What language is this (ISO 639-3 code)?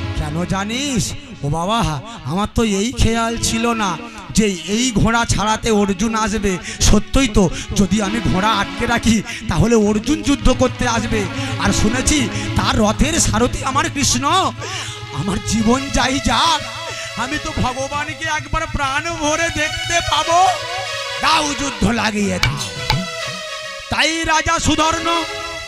ben